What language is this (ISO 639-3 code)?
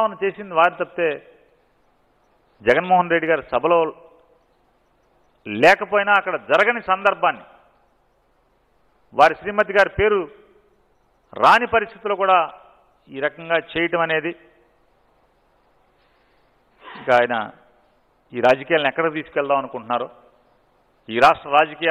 tel